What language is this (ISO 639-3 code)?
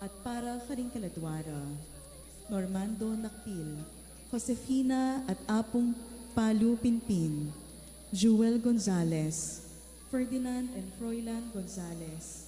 pam